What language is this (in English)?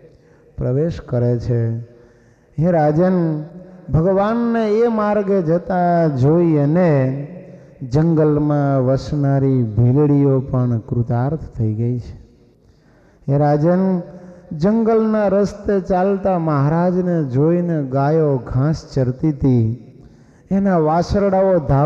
Gujarati